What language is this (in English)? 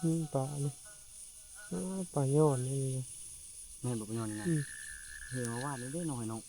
Lao